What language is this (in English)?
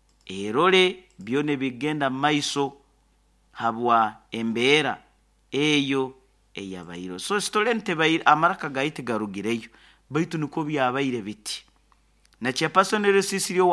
Nyoro